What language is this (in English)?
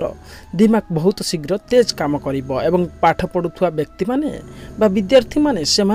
Odia